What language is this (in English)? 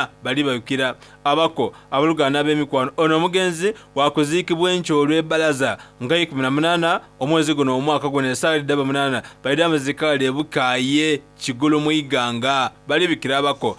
Soga